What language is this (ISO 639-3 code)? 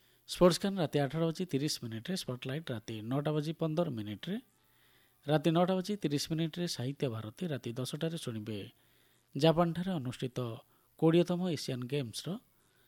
ori